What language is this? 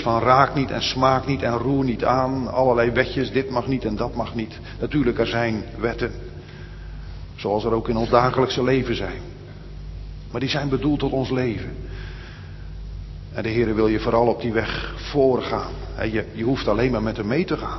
Dutch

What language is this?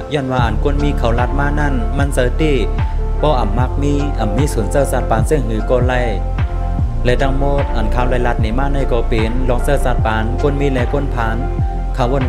Shan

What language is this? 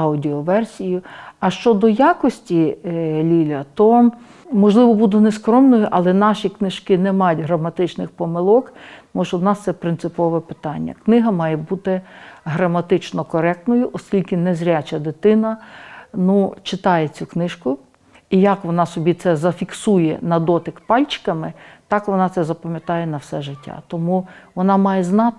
Ukrainian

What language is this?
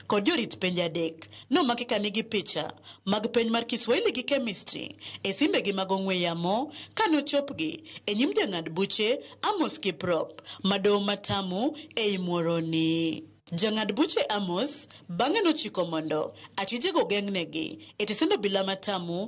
Luo (Kenya and Tanzania)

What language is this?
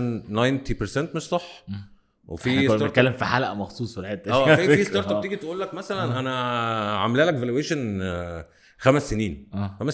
Egyptian Arabic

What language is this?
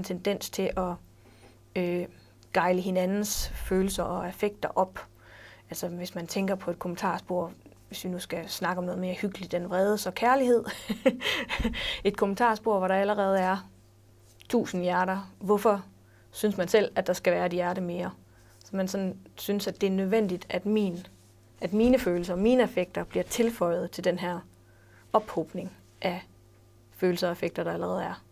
Danish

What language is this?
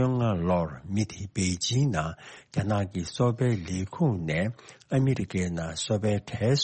Tibetan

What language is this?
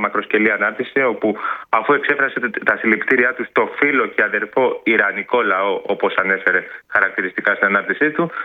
Greek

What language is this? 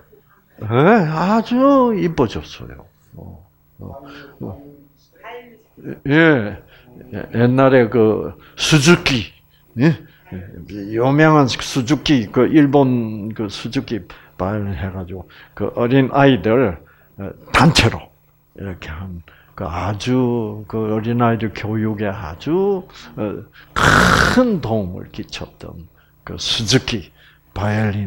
Korean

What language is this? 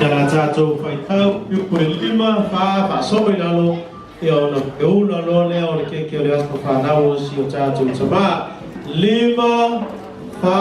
Samoan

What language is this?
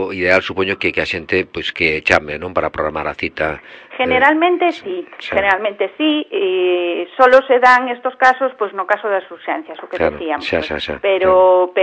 Galician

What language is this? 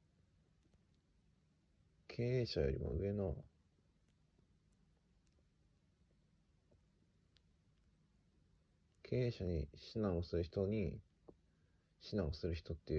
Japanese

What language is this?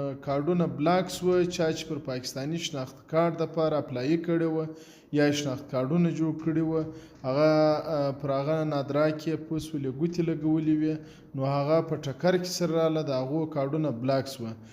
Pashto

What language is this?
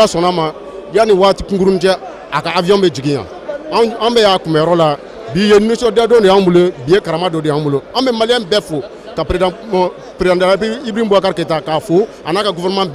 Bambara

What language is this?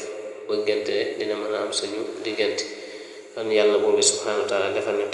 Wolof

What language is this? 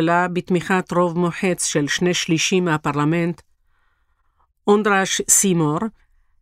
Hebrew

